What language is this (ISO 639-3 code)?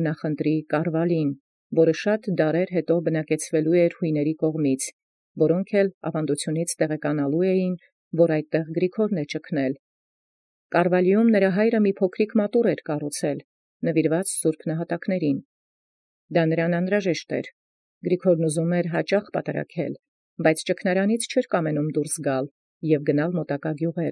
hye